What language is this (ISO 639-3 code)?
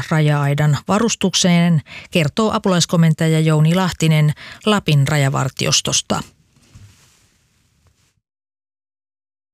fin